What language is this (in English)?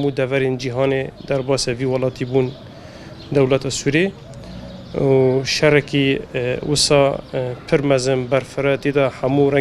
Kurdish